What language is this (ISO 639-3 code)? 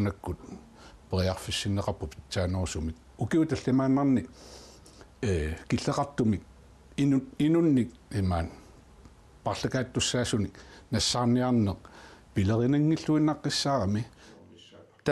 kal